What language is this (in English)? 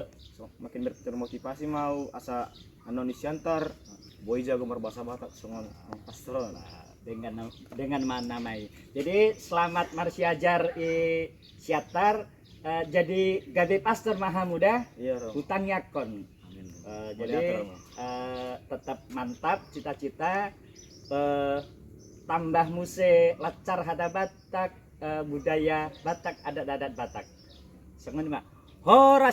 Batak Toba